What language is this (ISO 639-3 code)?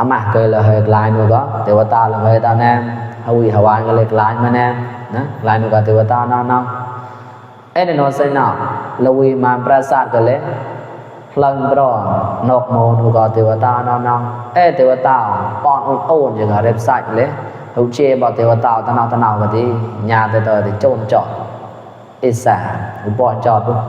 mnw